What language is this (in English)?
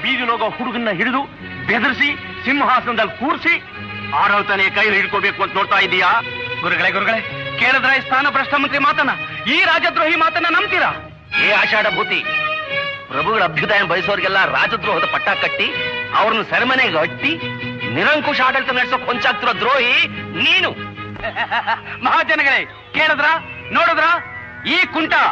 Kannada